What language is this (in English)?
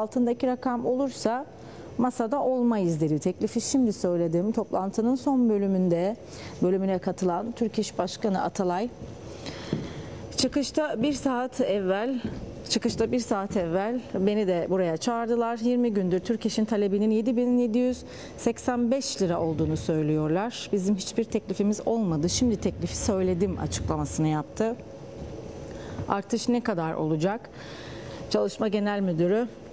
Turkish